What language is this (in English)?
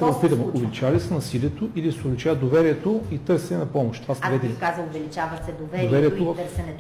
Bulgarian